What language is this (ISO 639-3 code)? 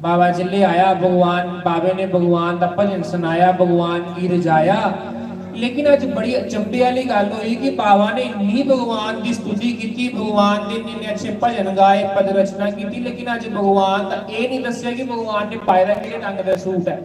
doi